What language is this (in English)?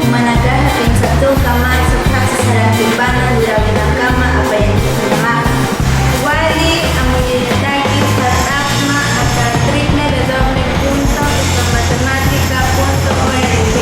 Aymara